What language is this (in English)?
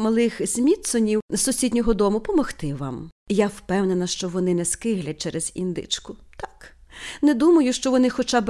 Ukrainian